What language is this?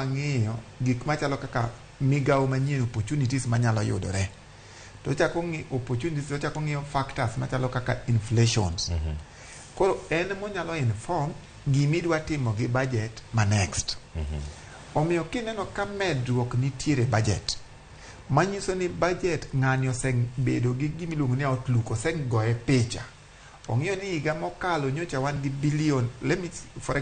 Luo (Kenya and Tanzania)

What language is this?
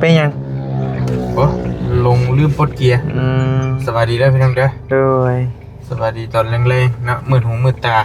Northeastern Thai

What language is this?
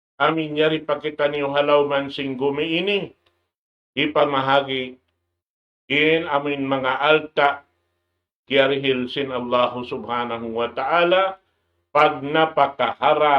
Tausug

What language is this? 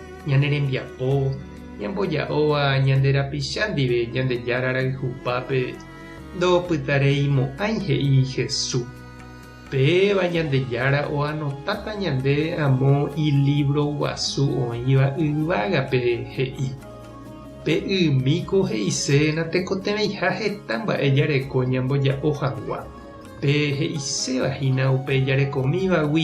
Guarani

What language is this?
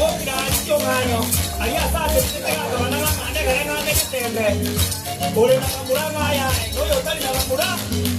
Gusii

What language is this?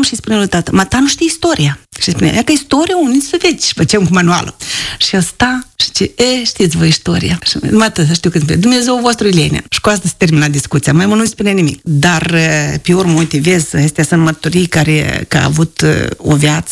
Romanian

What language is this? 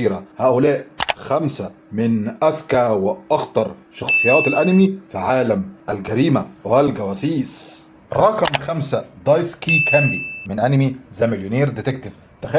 Egyptian Arabic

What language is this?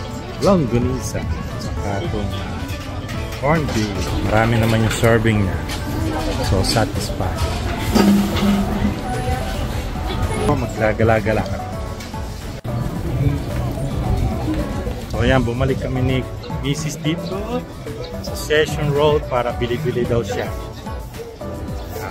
Filipino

